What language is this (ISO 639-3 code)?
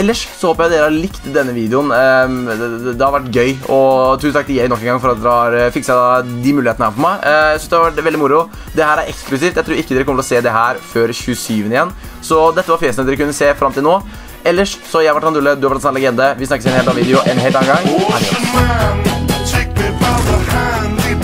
nor